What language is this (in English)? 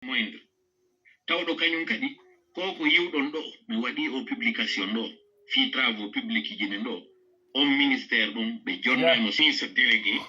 Fula